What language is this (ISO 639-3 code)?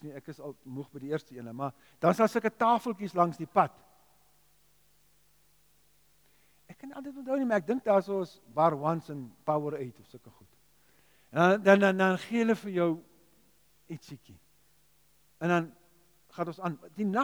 afr